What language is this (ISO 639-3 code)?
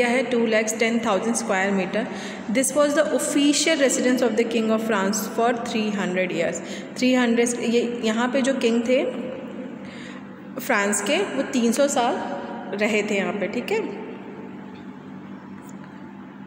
hin